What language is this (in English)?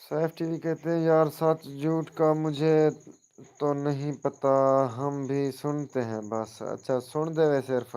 Saraiki